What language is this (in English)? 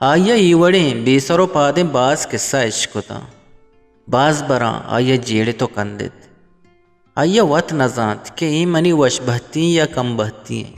Eastern Balochi